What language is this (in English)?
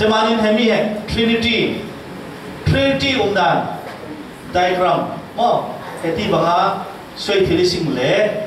Falam Chin